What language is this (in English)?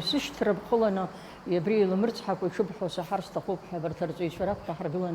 Abkhazian